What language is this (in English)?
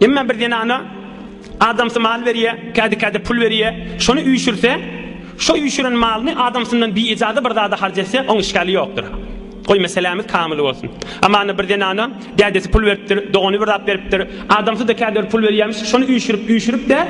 Turkmen